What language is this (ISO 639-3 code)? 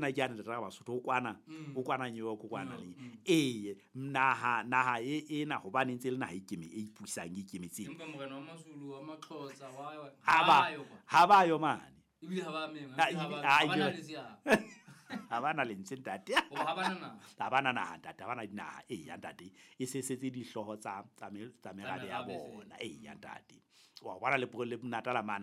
sot